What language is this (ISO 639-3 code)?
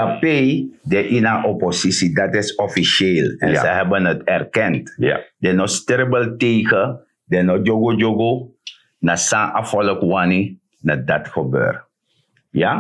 srn